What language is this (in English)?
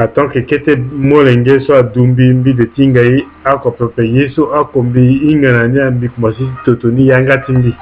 Sango